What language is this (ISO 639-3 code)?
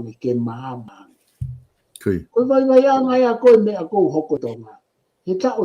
ton